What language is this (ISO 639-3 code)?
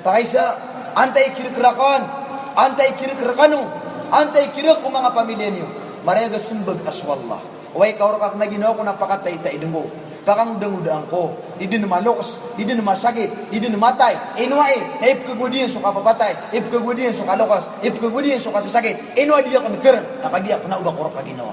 mrw